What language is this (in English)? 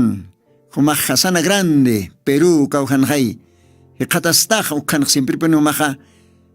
Aymara